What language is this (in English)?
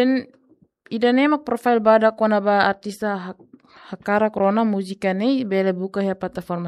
Tetum